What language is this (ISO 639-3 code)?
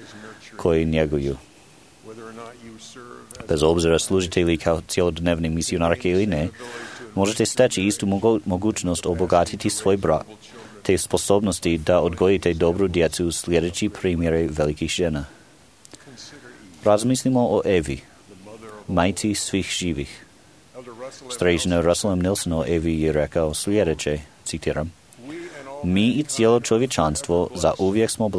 hrv